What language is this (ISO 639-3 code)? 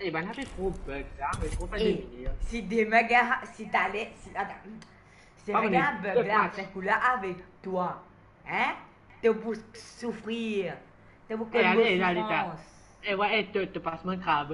mfe